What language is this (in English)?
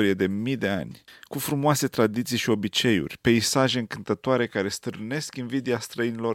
Romanian